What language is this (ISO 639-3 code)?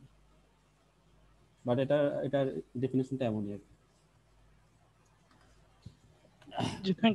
ben